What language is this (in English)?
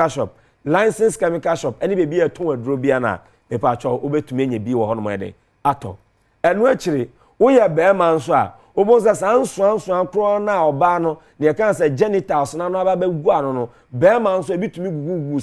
Akan